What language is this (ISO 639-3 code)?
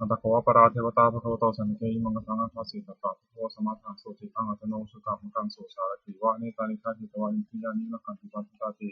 pli